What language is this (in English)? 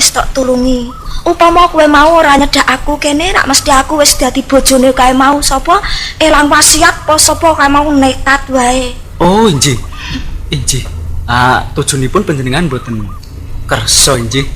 Javanese